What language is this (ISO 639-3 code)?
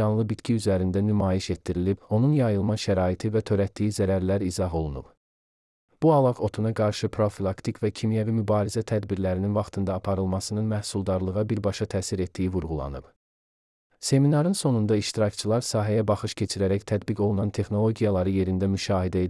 aze